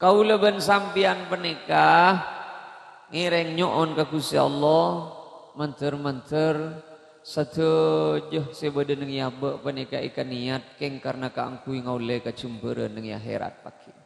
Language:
Madurese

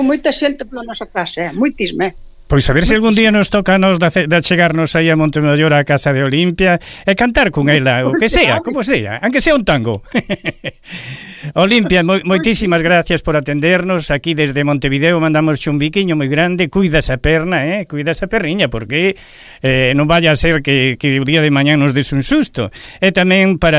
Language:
Galician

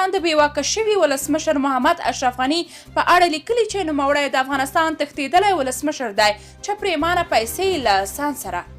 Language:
Pashto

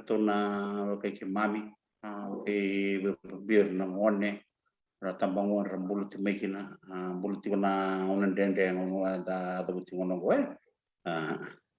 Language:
Fijian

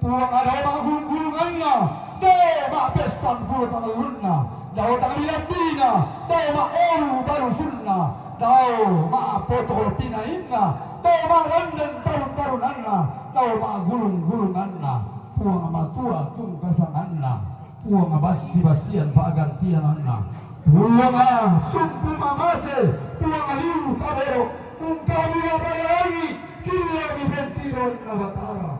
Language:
Toraja-Sa'dan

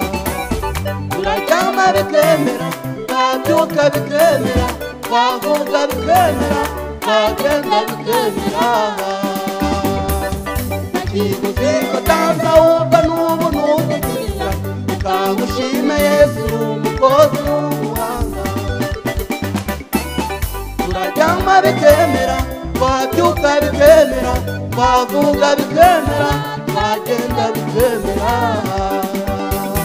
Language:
Kinyarwanda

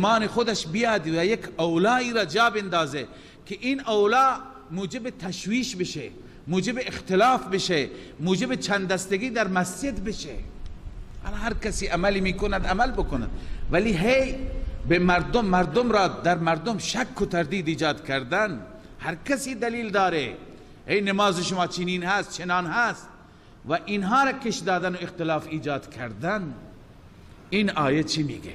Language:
Persian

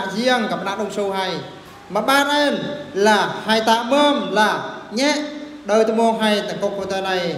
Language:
Eastern Bru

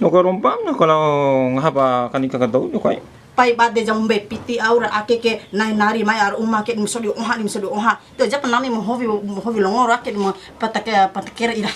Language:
Bima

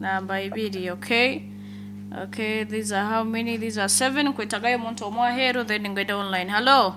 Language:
Nyankole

